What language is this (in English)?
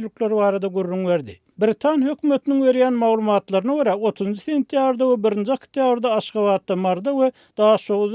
Turkmen